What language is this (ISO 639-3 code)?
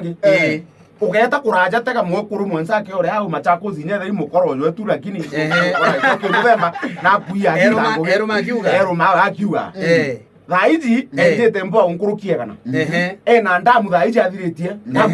mer